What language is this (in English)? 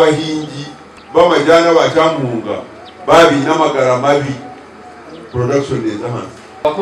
Nyankole